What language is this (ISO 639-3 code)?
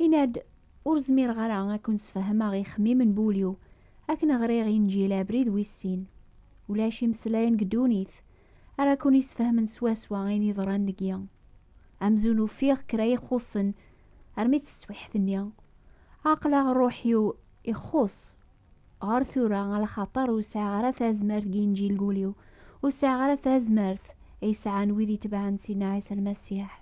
kab